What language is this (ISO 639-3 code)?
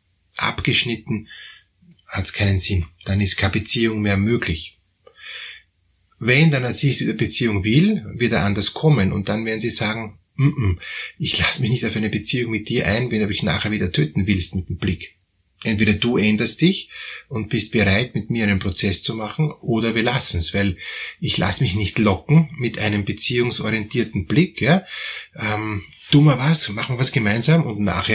deu